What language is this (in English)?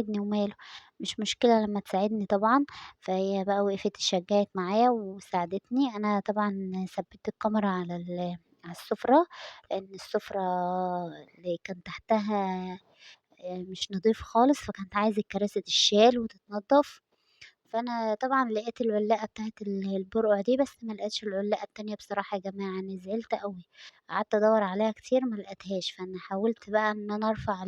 Egyptian Arabic